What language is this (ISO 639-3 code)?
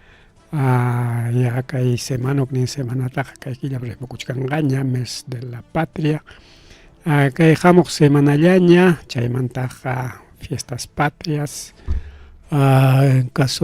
quy